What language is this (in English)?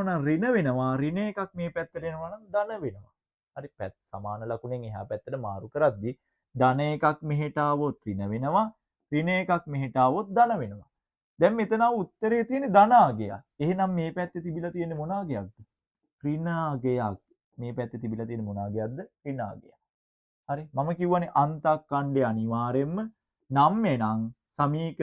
Sinhala